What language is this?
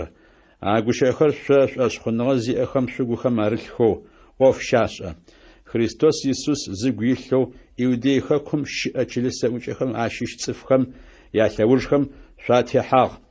Adyghe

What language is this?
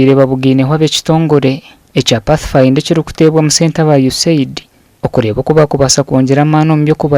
Nyankole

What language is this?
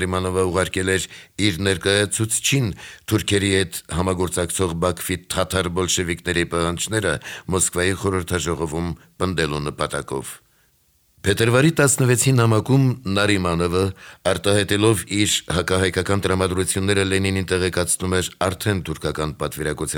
Armenian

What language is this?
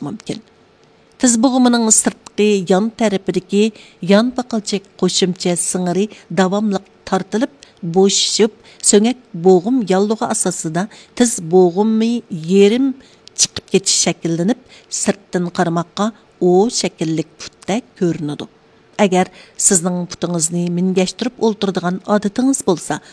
Uyghur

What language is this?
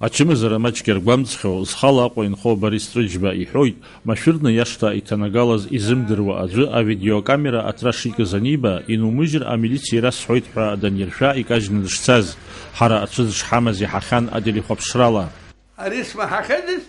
Abkhazian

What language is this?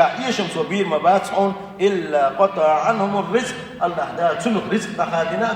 Chechen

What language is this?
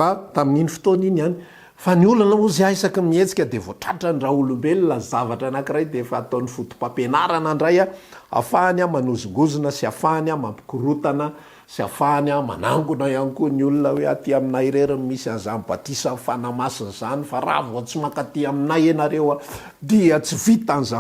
Malagasy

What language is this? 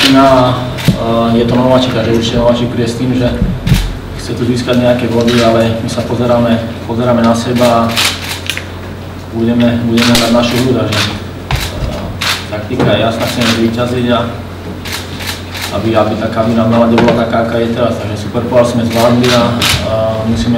Slovak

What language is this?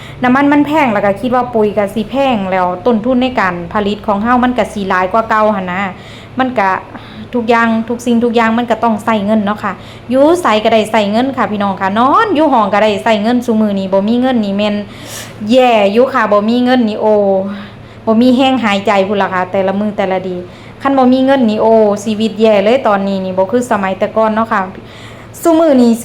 Northeastern Thai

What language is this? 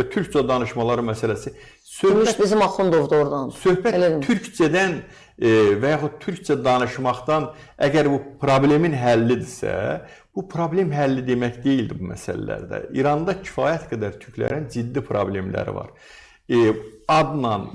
Azerbaijani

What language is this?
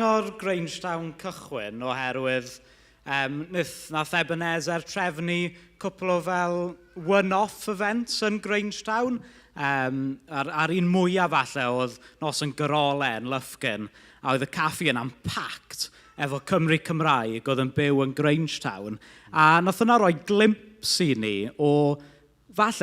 Welsh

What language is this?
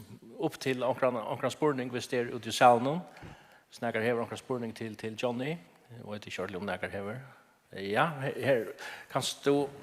Faroese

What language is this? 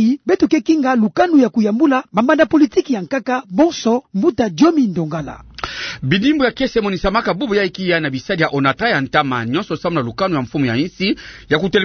Kituba (Democratic Republic of Congo)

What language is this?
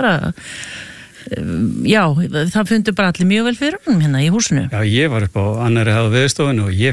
Icelandic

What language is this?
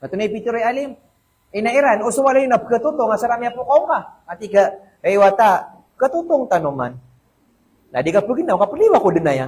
Maranao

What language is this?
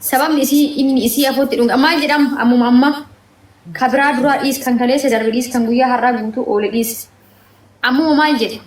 Oromo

